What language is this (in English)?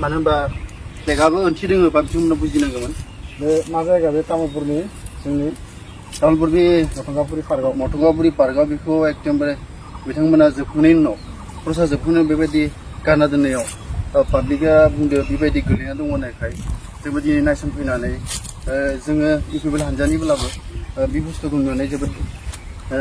Bodo